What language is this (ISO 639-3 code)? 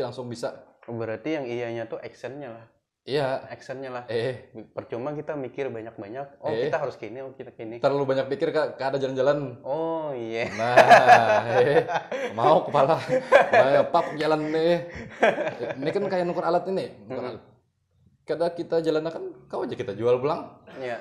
bjn